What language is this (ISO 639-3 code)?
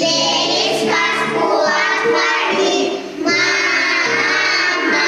chv